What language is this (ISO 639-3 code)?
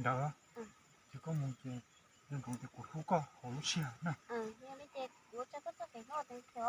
hmn